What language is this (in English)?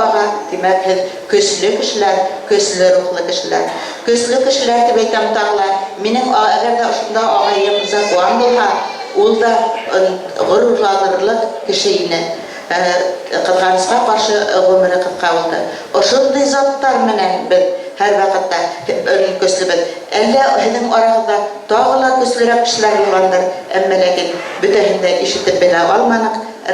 Bashkir